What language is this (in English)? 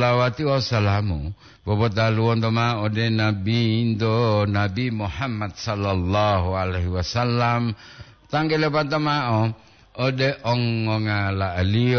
Gorontalo